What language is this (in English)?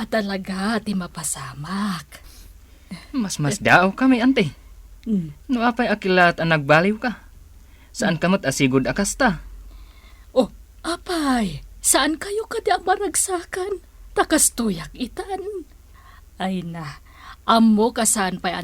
Iloko